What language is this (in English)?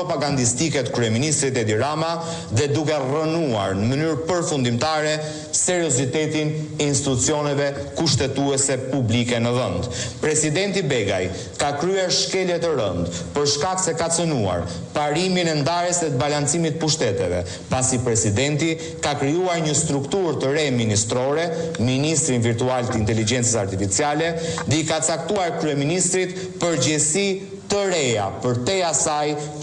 Albanian